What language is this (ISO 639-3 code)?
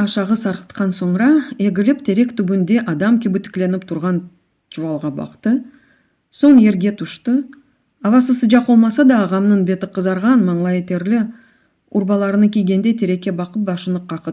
crh